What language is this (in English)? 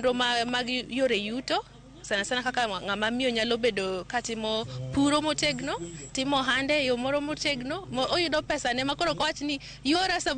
Luo (Kenya and Tanzania)